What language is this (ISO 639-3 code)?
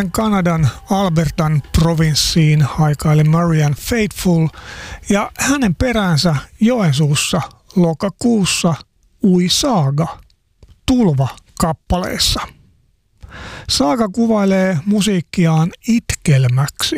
fin